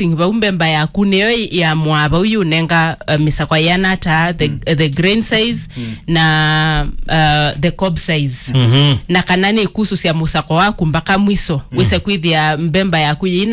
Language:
Kamba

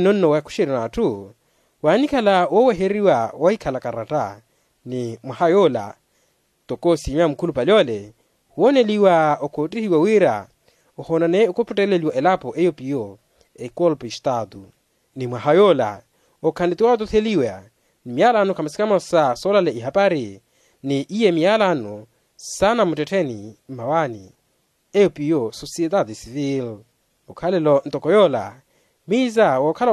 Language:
Makhuwa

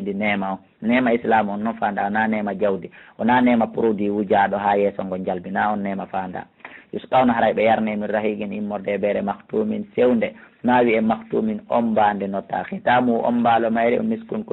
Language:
Fula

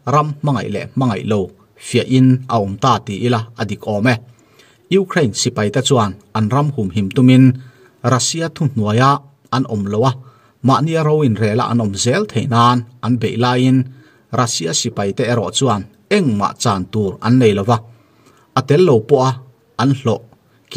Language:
Mizo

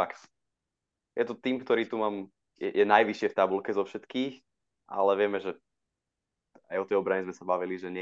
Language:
Slovak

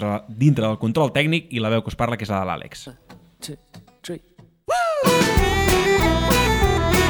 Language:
Catalan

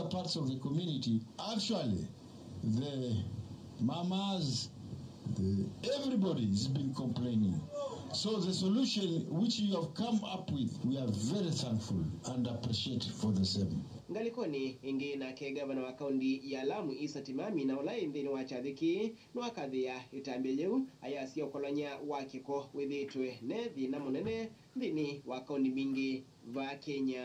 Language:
Kamba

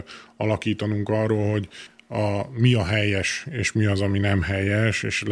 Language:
Hungarian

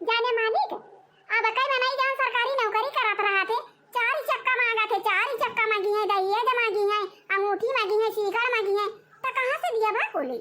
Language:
Awadhi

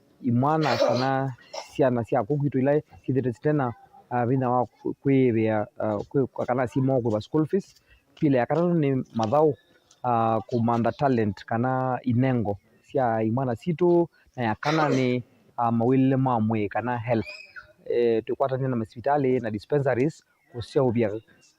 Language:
Kamba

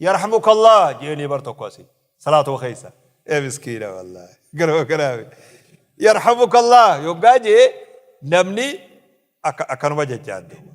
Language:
Oromo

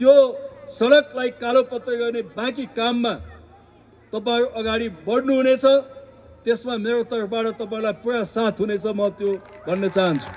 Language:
Nepali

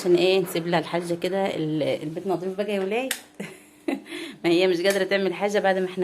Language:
Egyptian Arabic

